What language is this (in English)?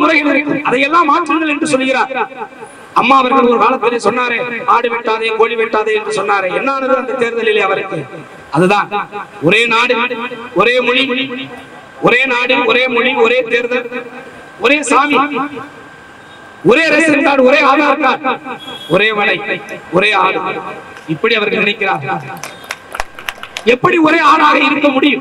Tamil